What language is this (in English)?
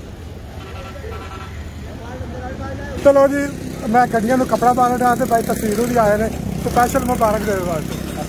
Punjabi